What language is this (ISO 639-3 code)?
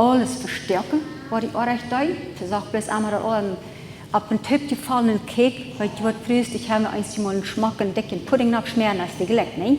pdt